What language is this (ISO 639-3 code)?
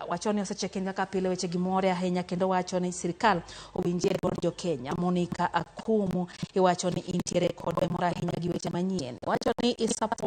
luo